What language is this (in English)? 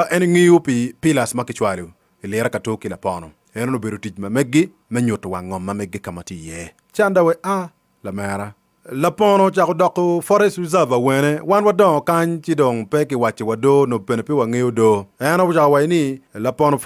Acoli